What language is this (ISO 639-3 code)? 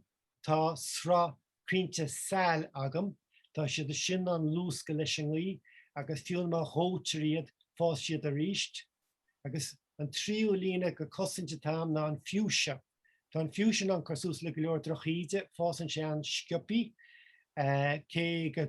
gle